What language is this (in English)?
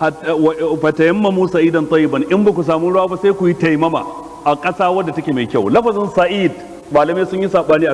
Hausa